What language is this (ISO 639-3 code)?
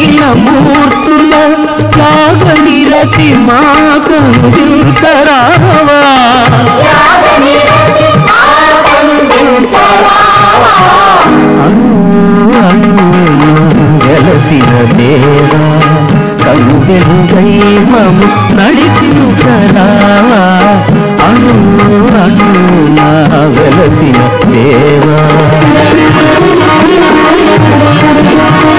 tel